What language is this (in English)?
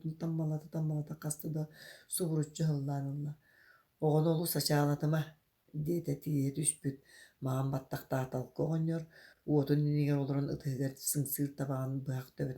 Yakut